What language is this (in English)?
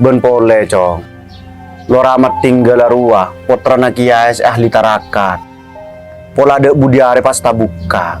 Madurese